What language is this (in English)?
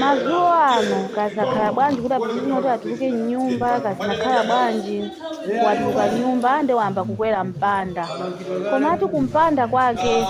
Nyanja